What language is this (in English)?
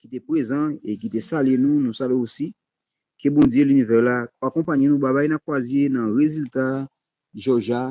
Haitian Creole